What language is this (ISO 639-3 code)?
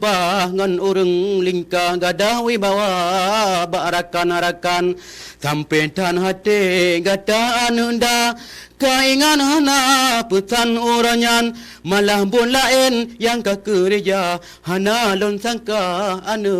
ace